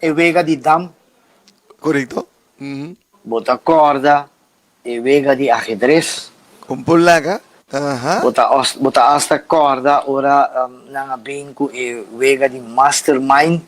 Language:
Papiamento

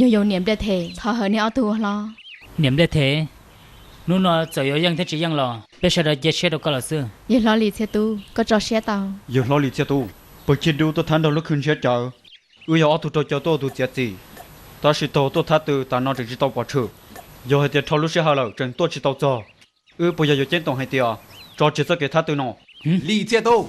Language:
Hmong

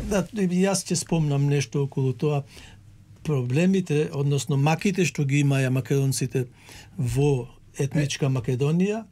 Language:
Macedonian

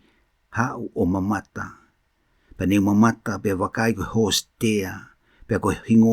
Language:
Tongan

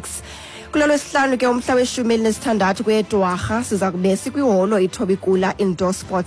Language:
Xhosa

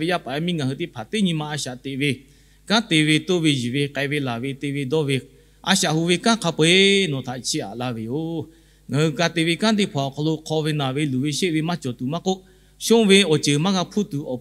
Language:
Lahu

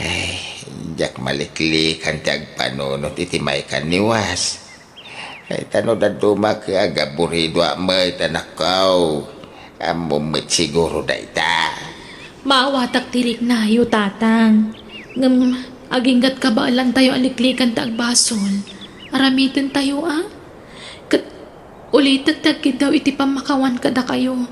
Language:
Iloko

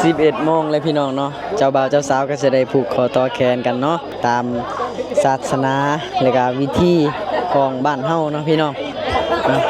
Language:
Lao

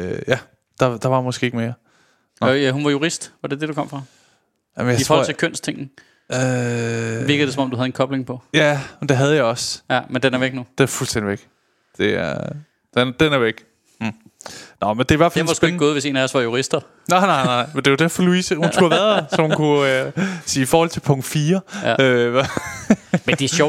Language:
Danish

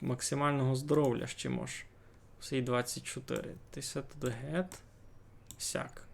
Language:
Rusyn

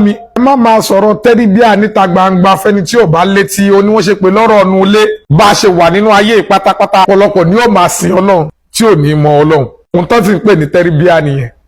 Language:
Yoruba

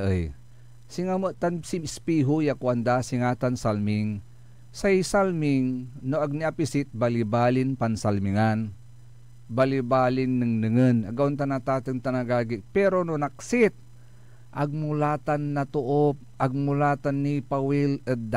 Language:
Pangasinan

